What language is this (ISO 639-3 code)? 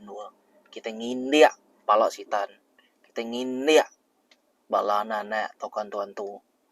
iba